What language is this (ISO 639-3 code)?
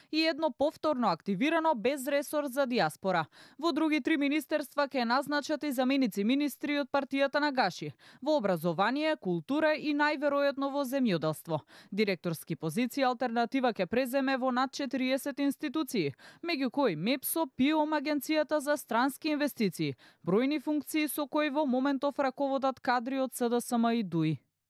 mkd